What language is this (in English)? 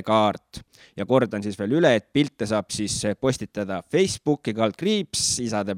Estonian